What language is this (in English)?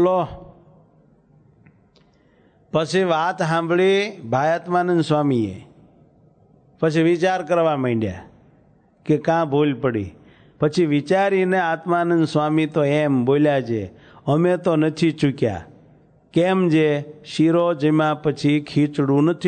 Gujarati